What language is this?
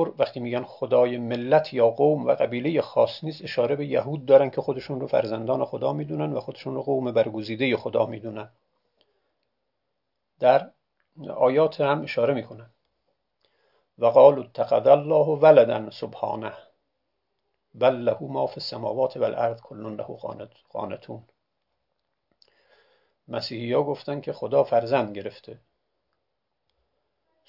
Persian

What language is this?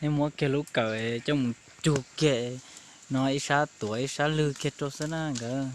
Hmong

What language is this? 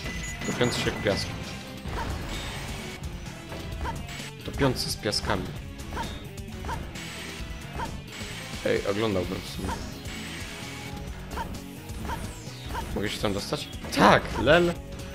Polish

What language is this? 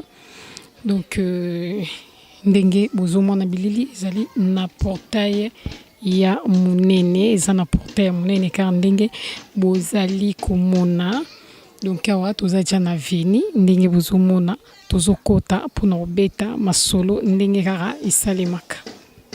Lingala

